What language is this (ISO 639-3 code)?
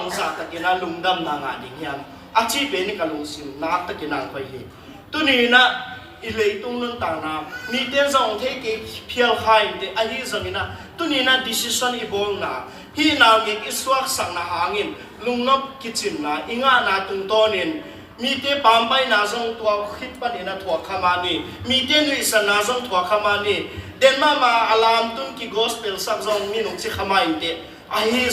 ctd